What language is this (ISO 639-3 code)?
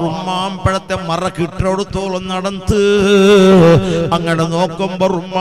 mal